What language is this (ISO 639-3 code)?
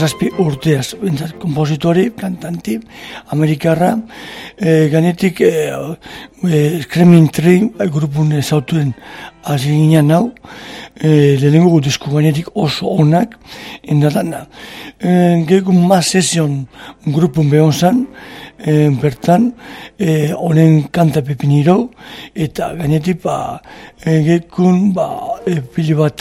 eus